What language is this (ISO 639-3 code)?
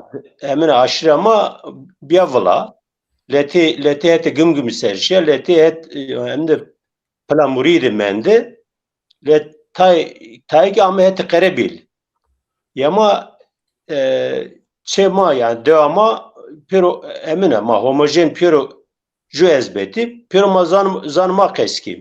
zza